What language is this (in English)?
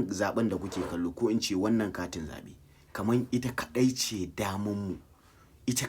Hausa